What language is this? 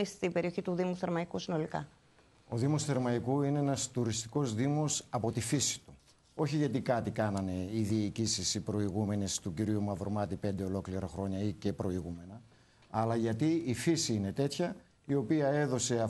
Greek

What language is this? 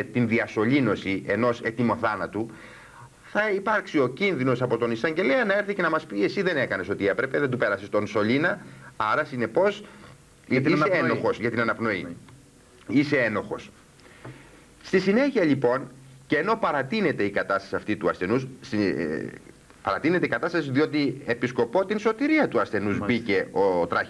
Greek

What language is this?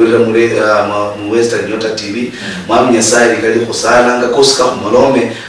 Luyia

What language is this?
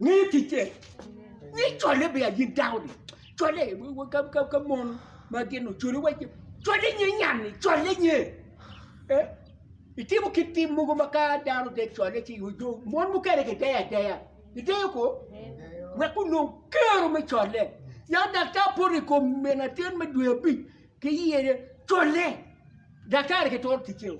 Acoli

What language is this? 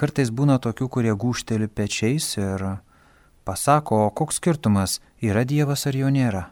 Lithuanian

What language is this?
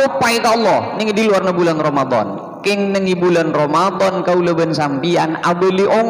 Madurese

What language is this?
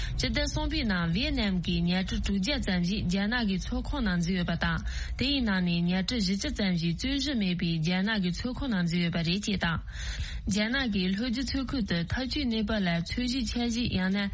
Tibetan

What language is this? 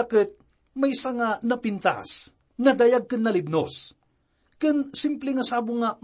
Iloko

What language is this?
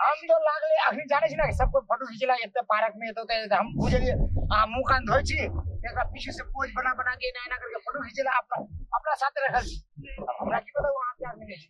Maithili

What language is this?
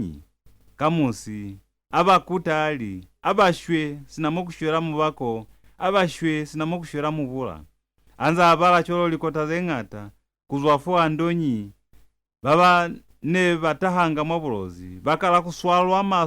Lozi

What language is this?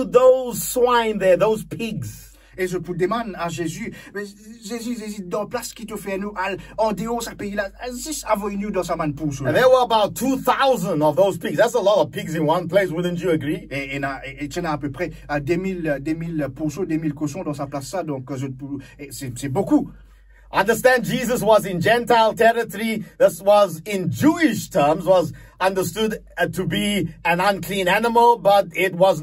Morisyen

